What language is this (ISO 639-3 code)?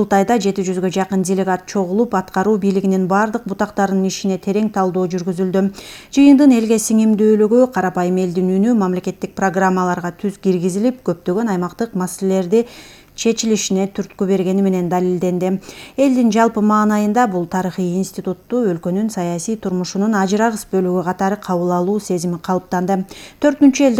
kir